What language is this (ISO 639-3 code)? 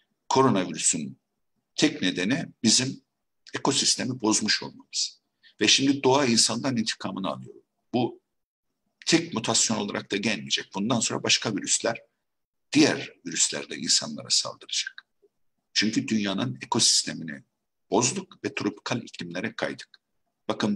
tur